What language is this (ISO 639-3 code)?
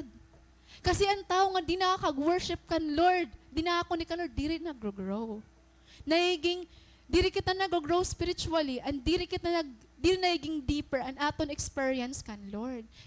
war